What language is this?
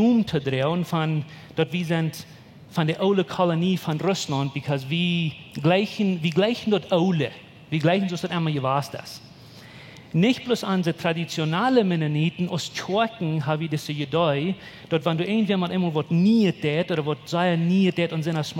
Plautdietsch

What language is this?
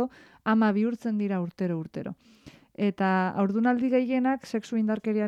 Basque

